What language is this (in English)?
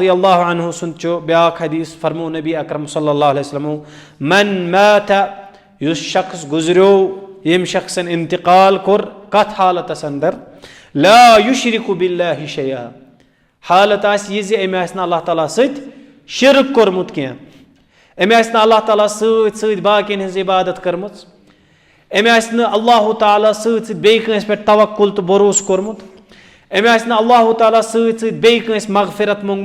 Kashmiri